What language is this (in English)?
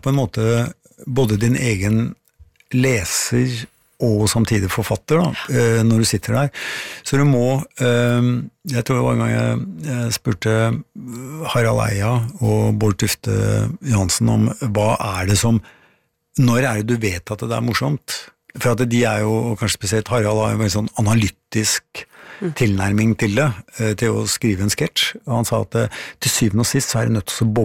Norwegian